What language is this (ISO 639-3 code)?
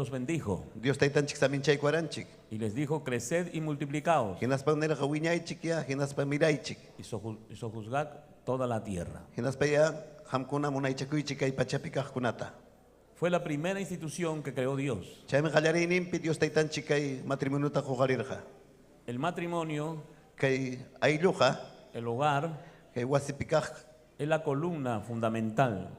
quy